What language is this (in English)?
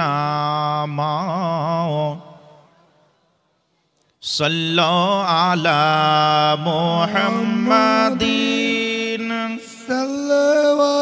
Bangla